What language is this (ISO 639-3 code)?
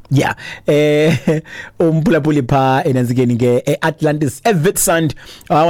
xho